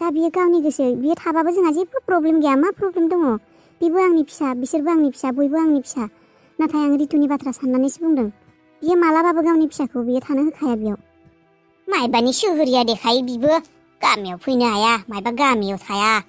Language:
Bodo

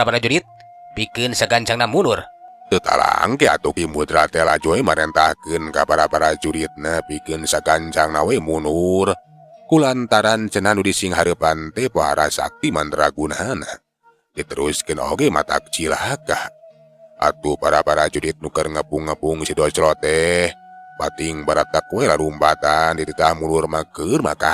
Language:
Sundanese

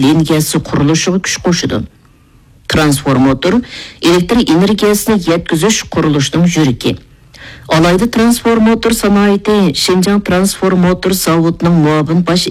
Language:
Uyghur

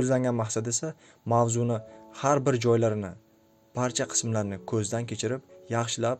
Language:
Uzbek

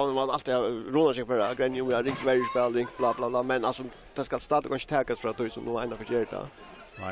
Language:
Faroese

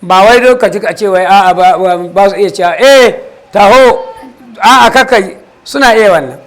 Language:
Hausa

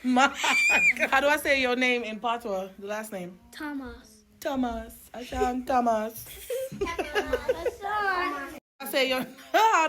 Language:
Jamaican Creole English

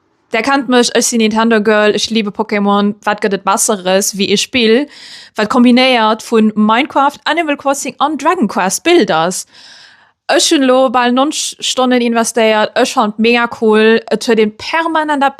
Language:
Luxembourgish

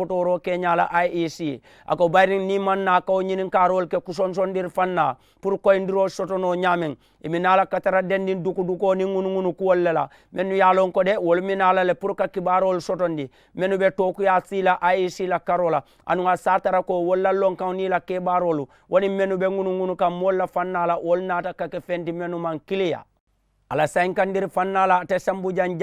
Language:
Mandingo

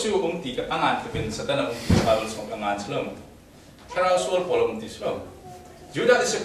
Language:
Falam Chin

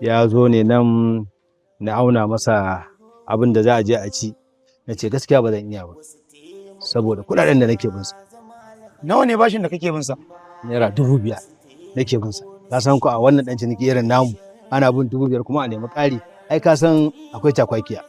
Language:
Hausa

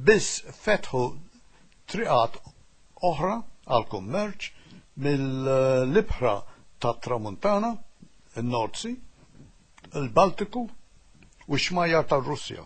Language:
Maltese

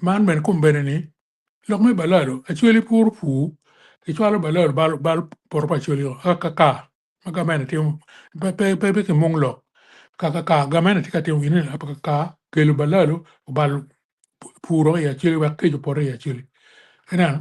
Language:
Acoli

